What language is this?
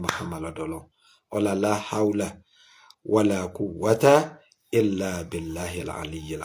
Yoruba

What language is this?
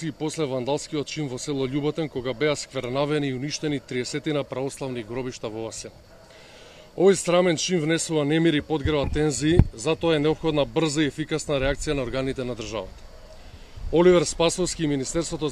Macedonian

